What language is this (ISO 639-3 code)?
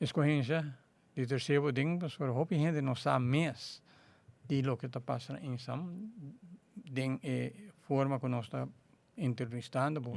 pap